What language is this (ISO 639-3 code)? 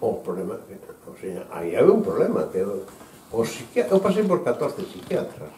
glg